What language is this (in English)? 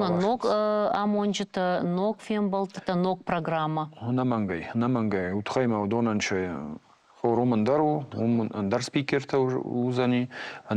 Ossetic